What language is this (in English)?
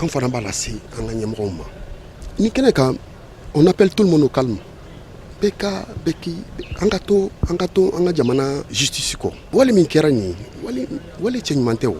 Bambara